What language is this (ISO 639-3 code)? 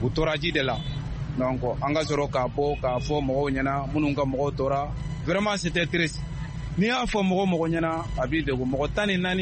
bam